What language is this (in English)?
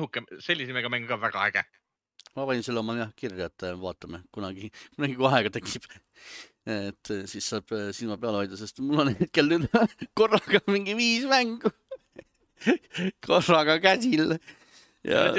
Estonian